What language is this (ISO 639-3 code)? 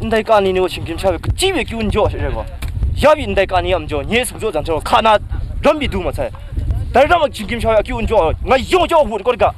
kac